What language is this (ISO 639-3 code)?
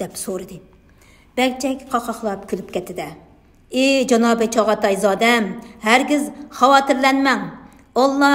uig